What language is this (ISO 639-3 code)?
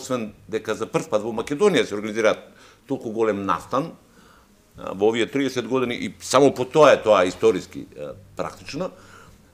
mkd